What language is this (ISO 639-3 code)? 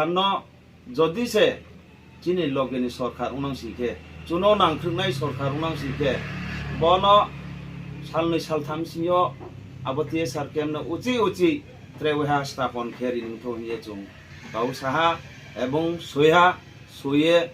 ria